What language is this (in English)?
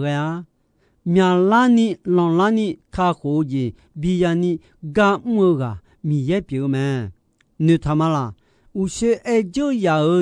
Akha